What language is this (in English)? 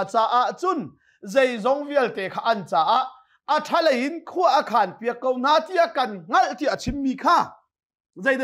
Hakha Chin